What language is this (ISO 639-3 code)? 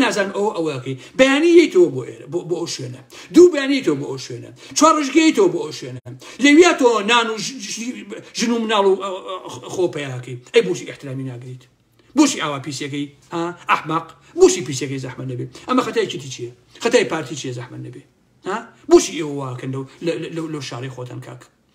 ckb